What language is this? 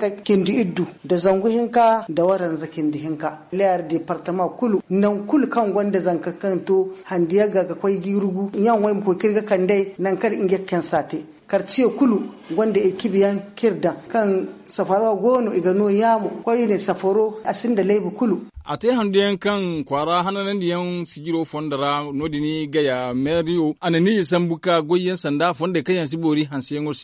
Zarma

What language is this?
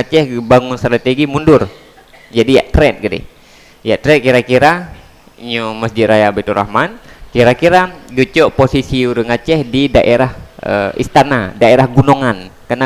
Achinese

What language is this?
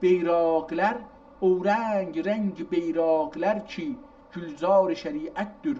South Azerbaijani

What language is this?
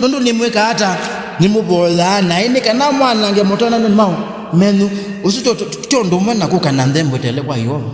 Kamba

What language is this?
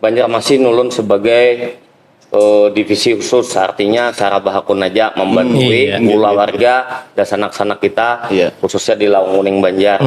Banjar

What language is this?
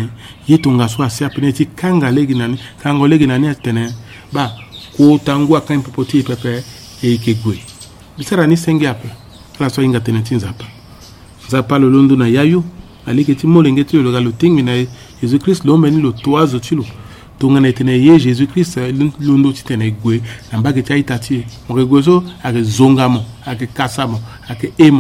Sango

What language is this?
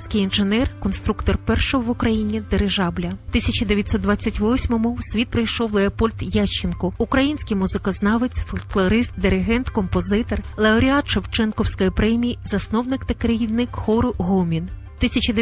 Ukrainian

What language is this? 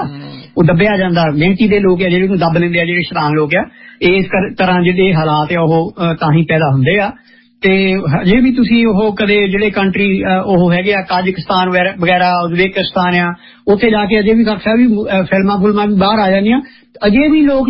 Punjabi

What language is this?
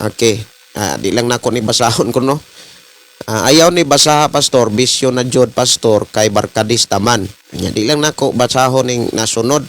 Cebuano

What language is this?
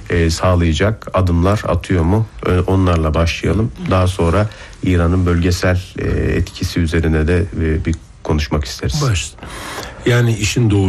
Turkish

